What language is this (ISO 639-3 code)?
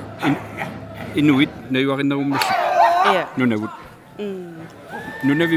kal